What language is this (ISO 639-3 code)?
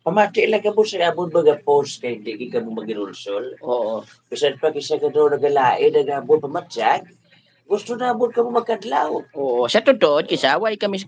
hil